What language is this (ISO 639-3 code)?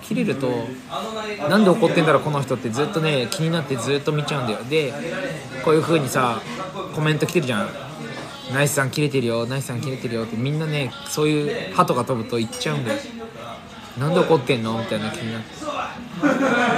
jpn